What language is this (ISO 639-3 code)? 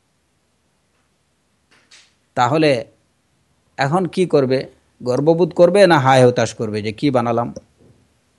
ben